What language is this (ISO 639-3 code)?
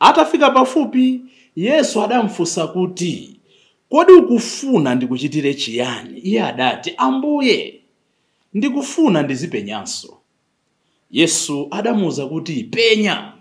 nya